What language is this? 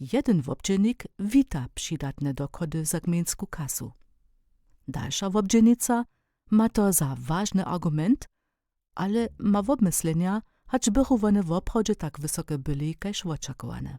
Upper Sorbian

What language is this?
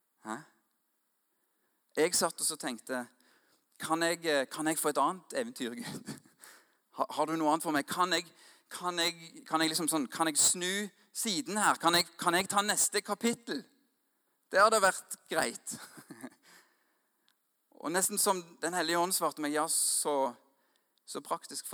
Norwegian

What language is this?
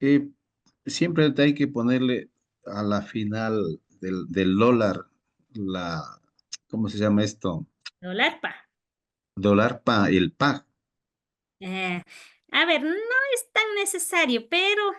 Imbabura Highland Quichua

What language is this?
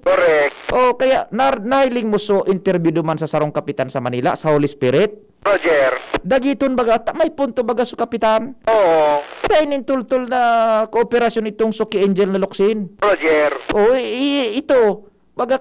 Bikol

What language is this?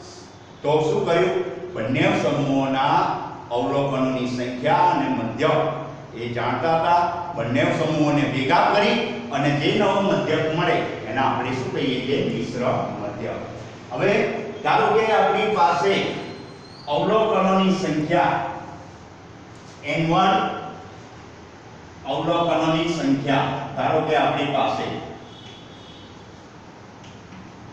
Gujarati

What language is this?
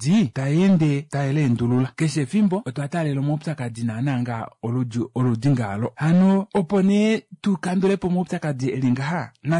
Kuanyama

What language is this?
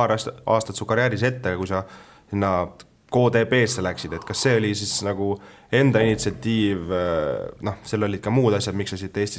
Estonian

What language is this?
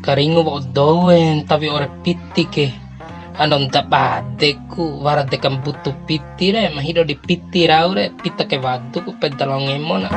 Bima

